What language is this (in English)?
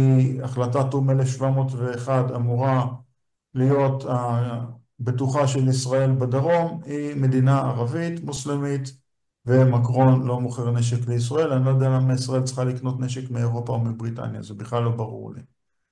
Hebrew